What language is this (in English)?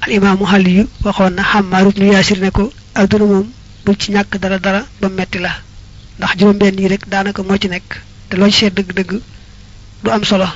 Wolof